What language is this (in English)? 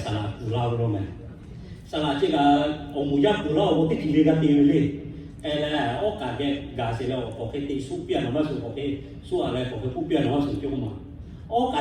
Lahu